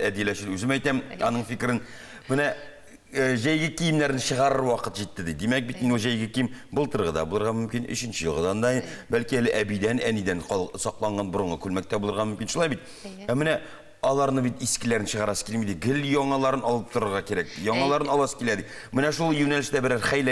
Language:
Tatar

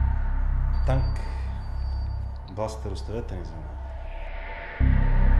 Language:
Bulgarian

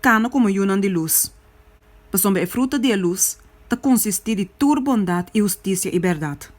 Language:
Papiamento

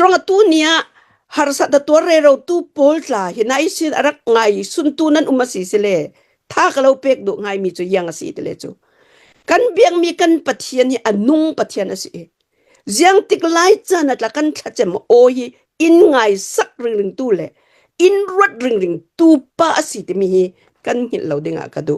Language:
Hakha Chin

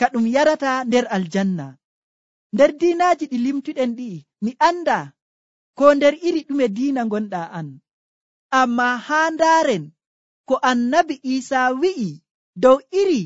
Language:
Nigerian Fulfulde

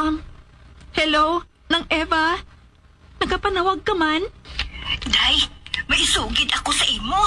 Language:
Hiligaynon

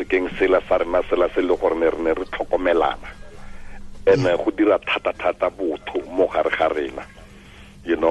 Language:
Tswana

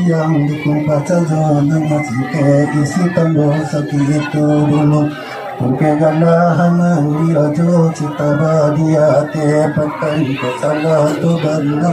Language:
Minangkabau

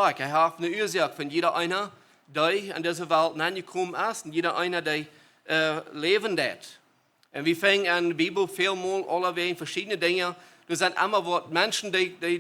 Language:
Plautdietsch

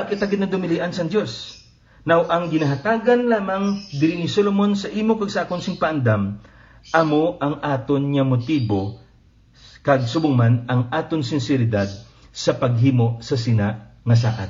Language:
Hiligaynon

